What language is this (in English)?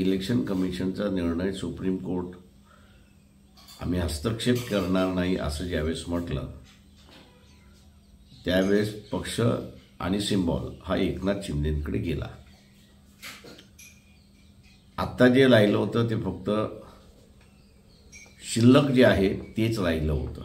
Marathi